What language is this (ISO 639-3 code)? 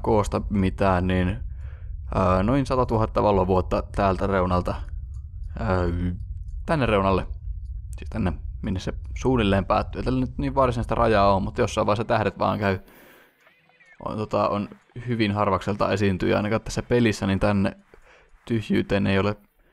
fin